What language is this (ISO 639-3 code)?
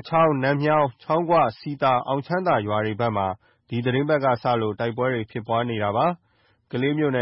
mya